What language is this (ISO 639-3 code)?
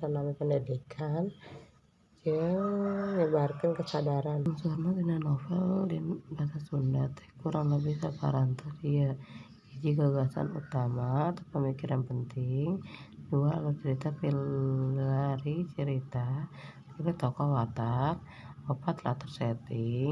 sun